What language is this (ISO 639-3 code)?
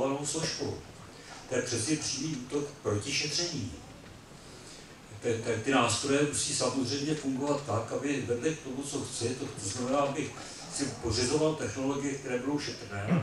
ces